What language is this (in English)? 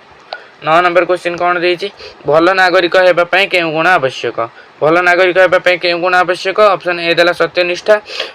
Odia